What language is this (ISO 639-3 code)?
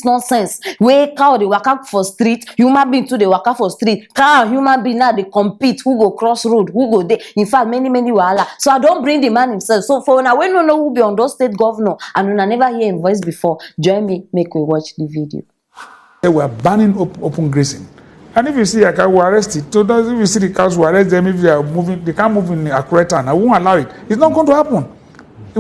pcm